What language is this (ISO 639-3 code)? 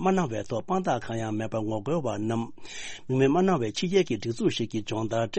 bod